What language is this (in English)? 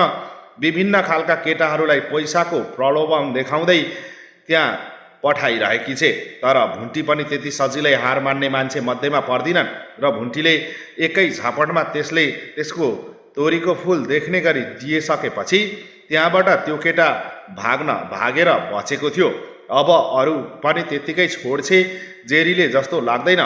Nepali